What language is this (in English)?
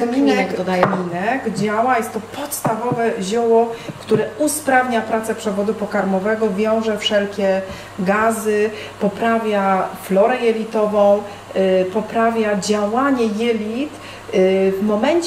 Polish